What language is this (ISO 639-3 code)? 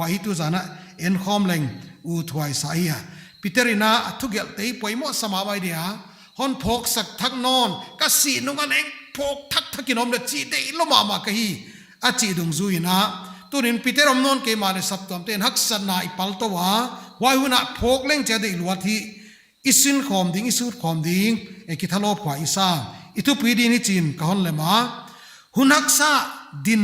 pck